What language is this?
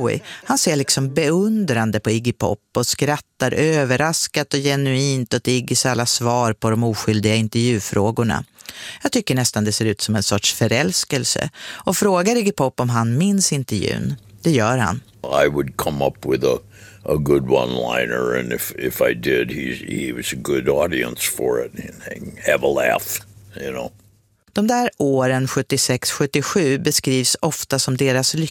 Swedish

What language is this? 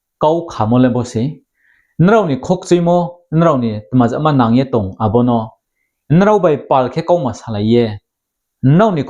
Riang (India)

